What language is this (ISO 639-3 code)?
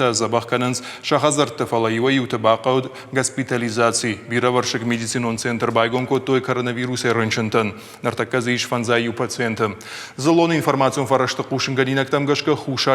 oss